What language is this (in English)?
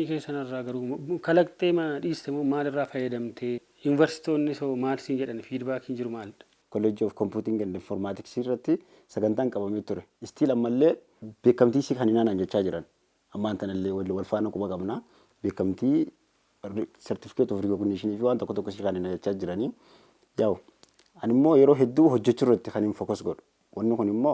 Oromo